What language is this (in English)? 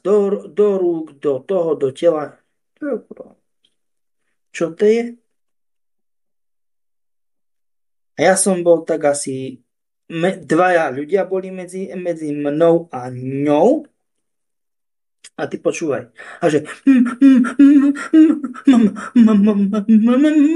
Slovak